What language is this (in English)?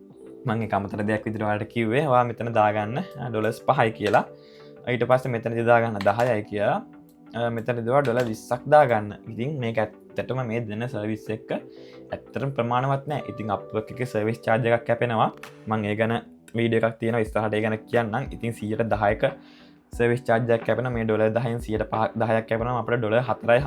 Sinhala